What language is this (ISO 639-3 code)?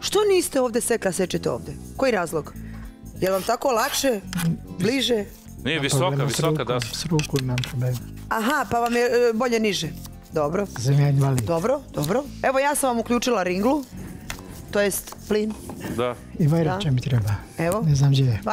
srp